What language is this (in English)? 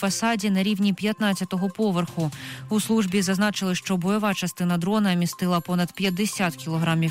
Ukrainian